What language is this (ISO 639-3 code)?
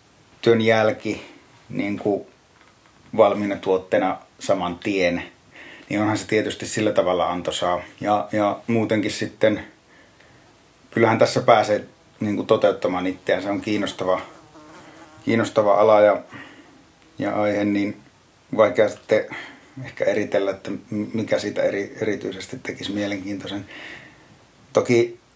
fin